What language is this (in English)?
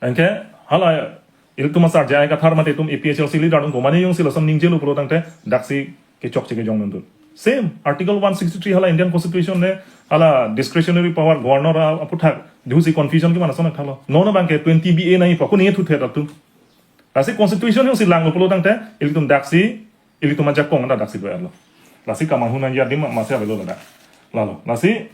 Karbi